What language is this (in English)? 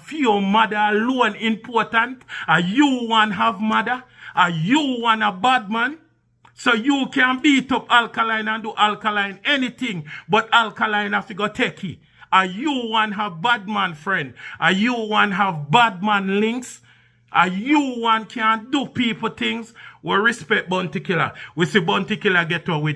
Jamaican Creole English